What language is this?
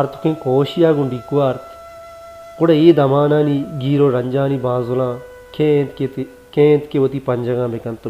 Baluchi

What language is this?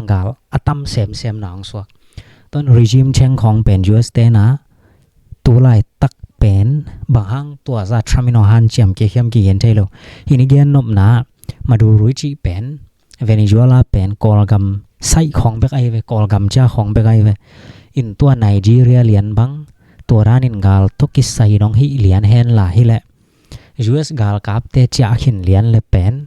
Tedim Chin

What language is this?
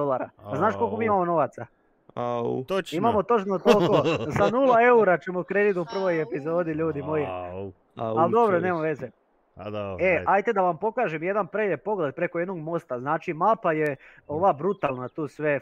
Croatian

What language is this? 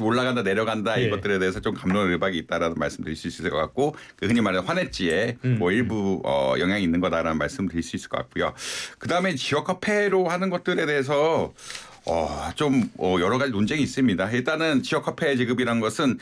Korean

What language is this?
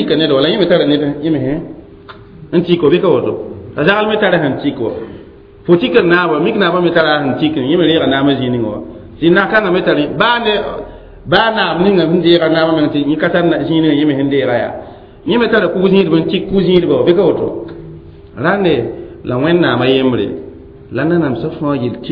Mossi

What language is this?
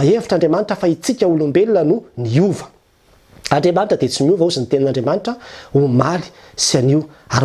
Malagasy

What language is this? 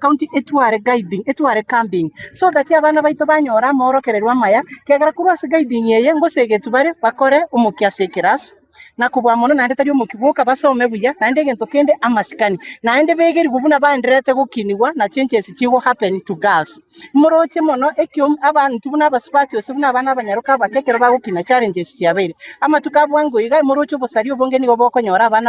Gusii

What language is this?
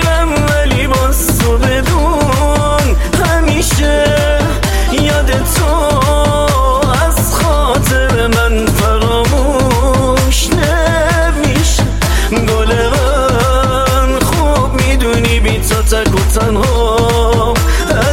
Persian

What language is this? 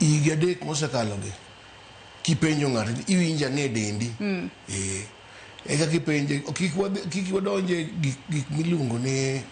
Luo (Kenya and Tanzania)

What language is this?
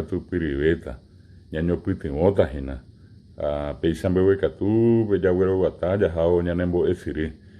Guarani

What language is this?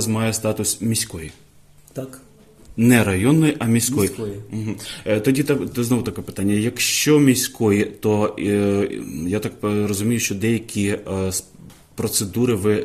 Ukrainian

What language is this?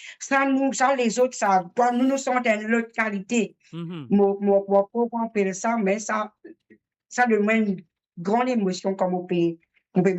Morisyen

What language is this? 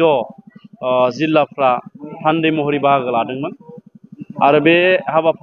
Bodo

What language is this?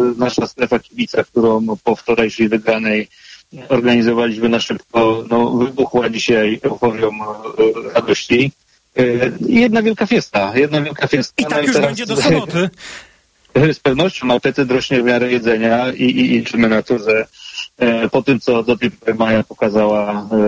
Polish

